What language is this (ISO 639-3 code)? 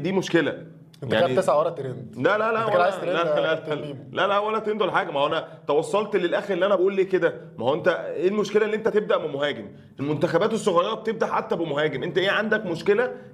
arz